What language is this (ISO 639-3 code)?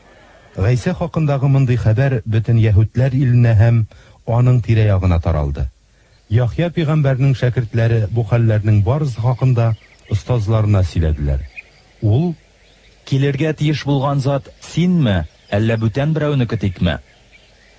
tat